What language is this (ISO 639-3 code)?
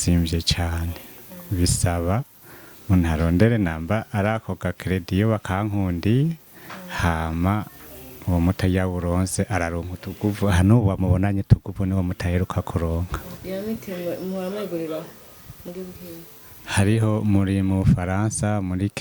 run